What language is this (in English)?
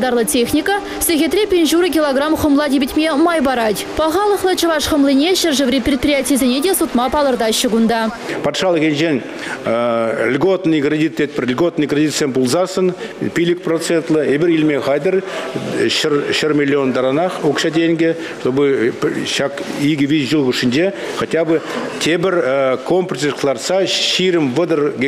Chuvash